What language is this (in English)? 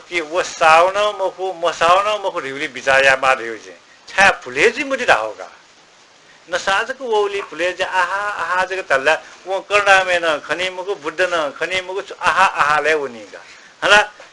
Newari